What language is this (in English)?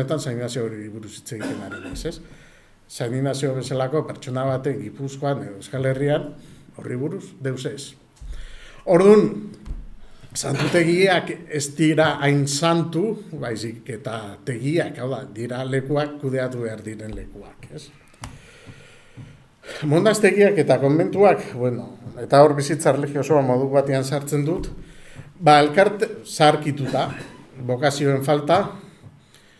Basque